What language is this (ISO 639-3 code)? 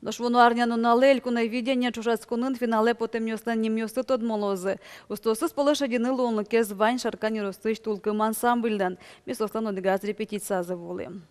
udm